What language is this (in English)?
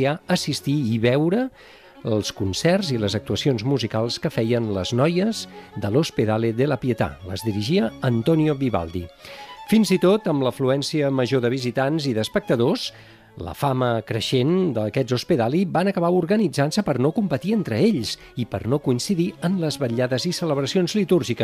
Catalan